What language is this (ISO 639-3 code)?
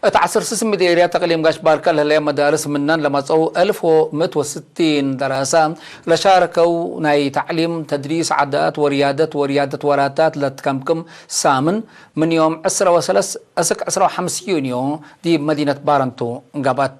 tig